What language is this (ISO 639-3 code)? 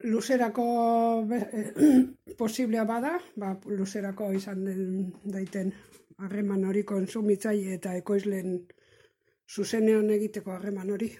eus